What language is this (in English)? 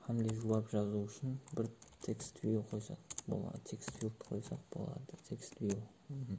Kara-Kalpak